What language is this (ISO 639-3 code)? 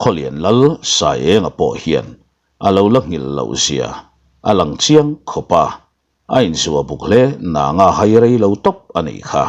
lus